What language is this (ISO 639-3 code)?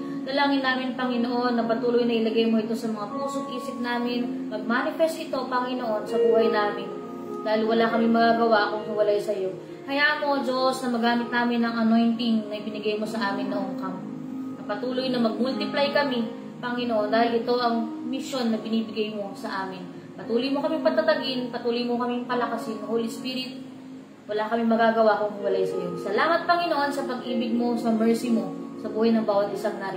fil